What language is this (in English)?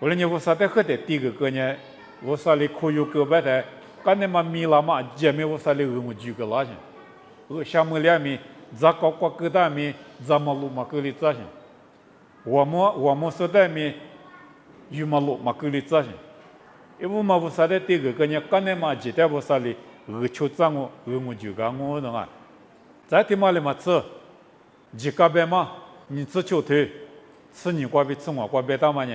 Lisu